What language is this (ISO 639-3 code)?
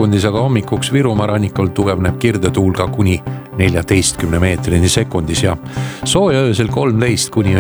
est